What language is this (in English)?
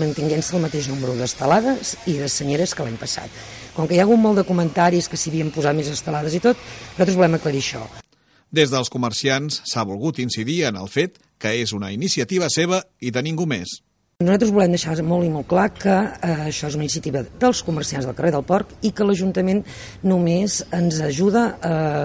Catalan